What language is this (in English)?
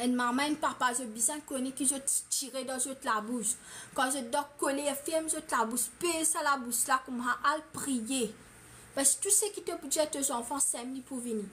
Morisyen